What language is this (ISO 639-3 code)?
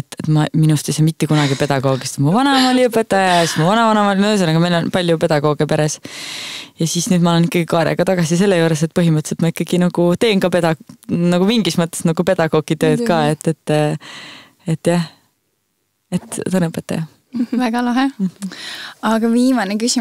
est